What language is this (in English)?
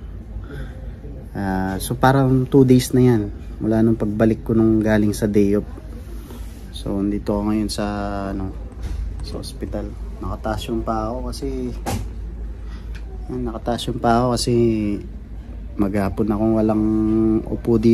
Filipino